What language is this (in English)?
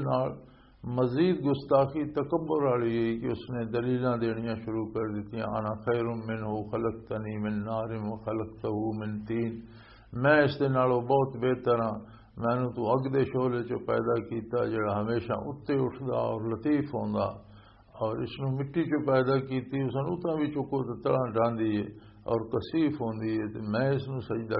Western Panjabi